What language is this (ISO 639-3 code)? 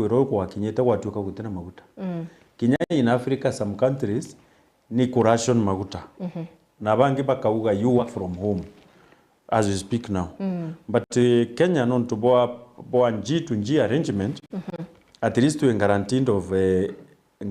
mer